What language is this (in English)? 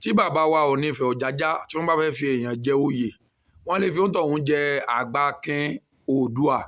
Yoruba